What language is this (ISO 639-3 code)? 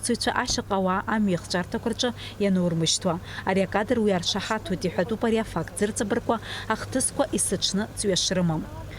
abk